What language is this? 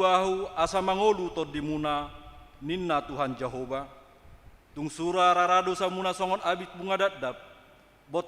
Batak Toba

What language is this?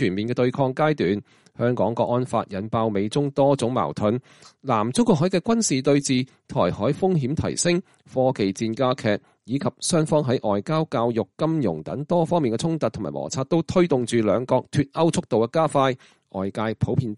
Cantonese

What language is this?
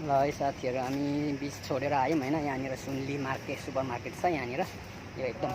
Nepali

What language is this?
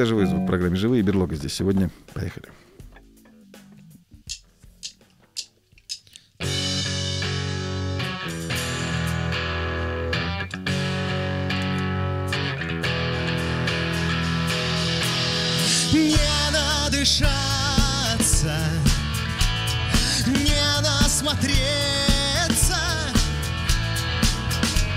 Russian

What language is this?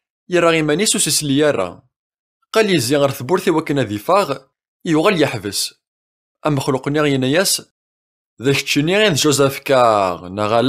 Kabyle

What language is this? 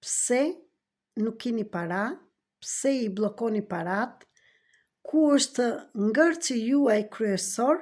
Albanian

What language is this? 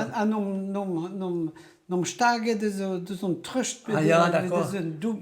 Breton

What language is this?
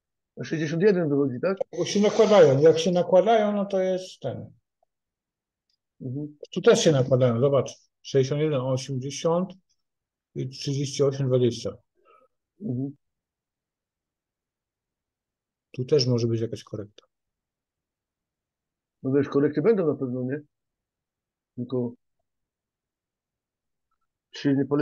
Polish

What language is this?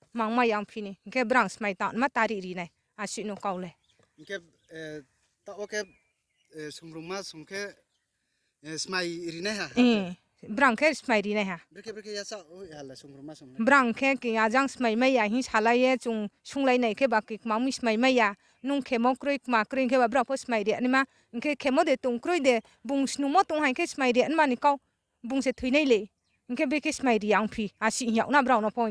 Riang (India)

